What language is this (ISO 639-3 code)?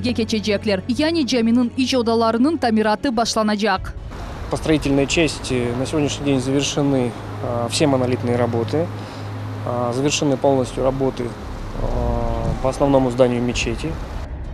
crh